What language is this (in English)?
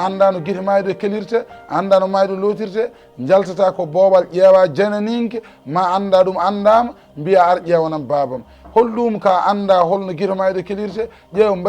Fula